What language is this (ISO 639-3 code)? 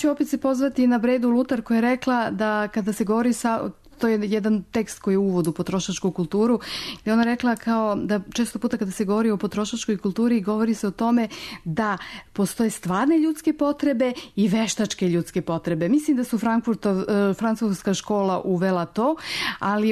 srp